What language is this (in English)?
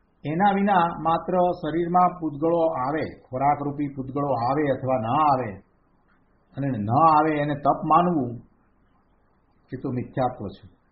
Gujarati